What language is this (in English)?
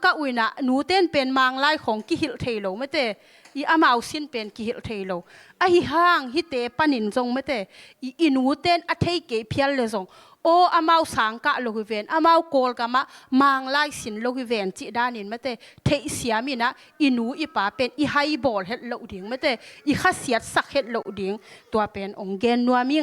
Tedim Chin